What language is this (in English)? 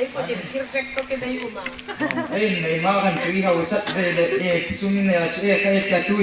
Hmar